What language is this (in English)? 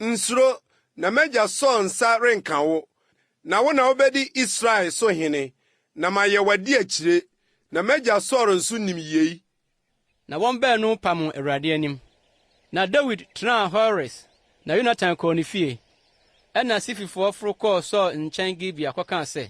Akan